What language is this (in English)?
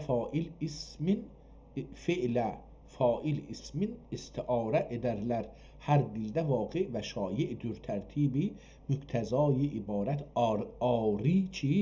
South Azerbaijani